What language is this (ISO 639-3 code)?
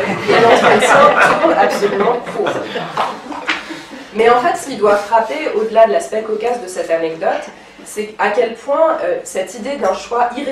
fra